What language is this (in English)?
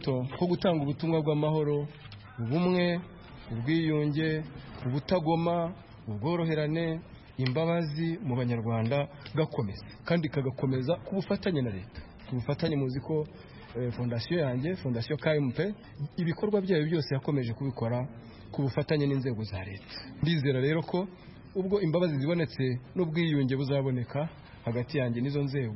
Kinyarwanda